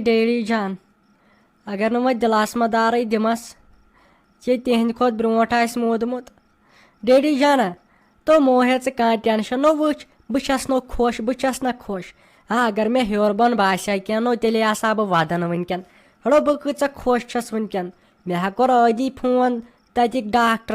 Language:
Kashmiri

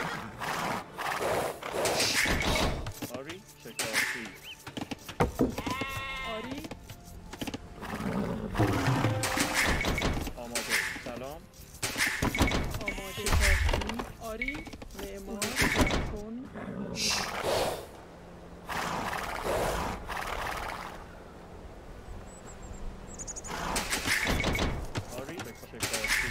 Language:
Persian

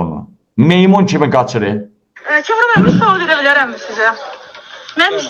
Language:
Azerbaijani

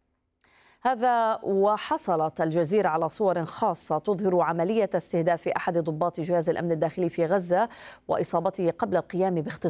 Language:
Arabic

